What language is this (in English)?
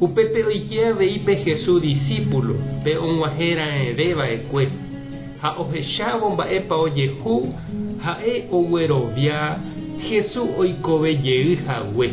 Guarani